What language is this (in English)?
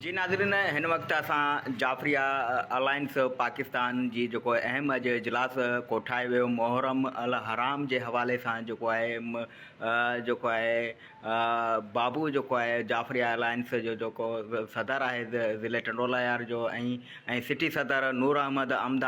Sindhi